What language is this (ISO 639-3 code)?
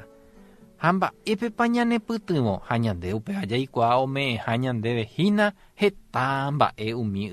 grn